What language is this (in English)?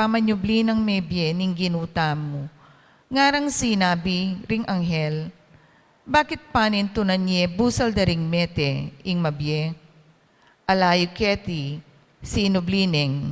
Pampanga